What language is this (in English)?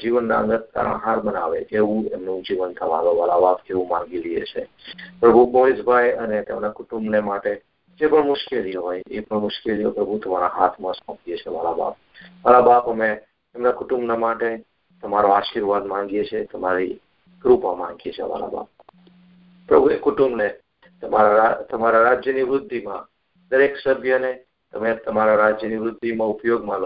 Gujarati